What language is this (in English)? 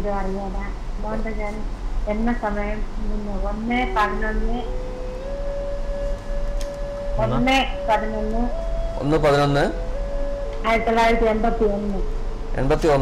Malayalam